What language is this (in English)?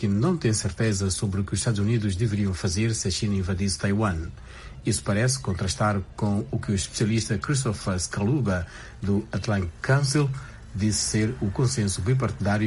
Portuguese